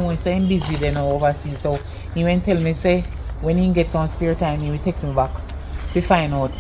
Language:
Jamaican Creole English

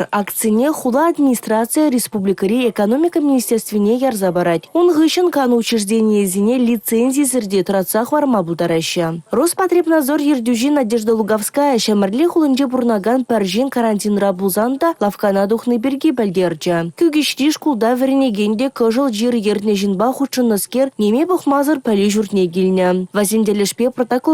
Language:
Chuvash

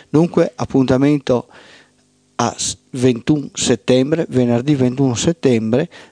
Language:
Italian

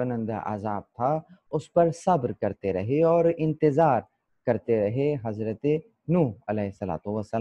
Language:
Urdu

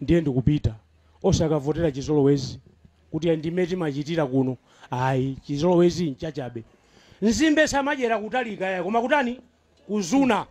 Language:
Nyanja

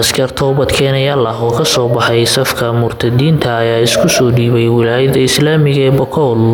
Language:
Somali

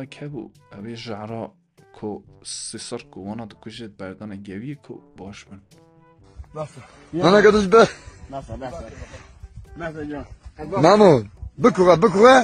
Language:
Kurdish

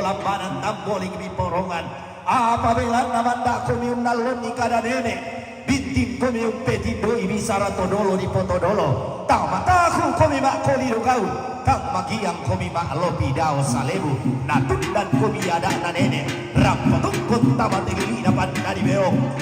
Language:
Toraja-Sa'dan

